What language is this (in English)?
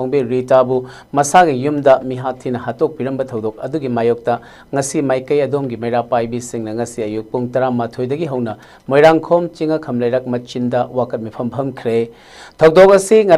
Manipuri